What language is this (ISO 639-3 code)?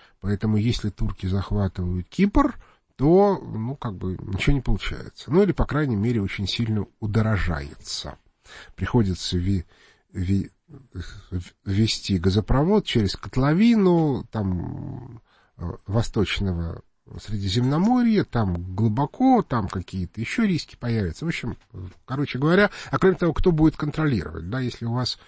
rus